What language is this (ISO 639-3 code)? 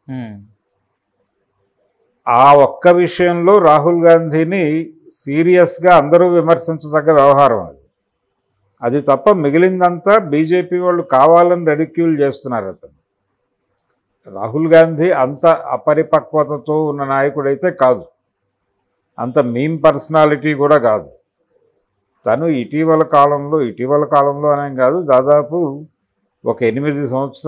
tel